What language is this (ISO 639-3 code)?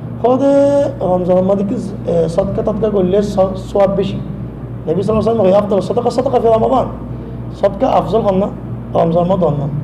rhg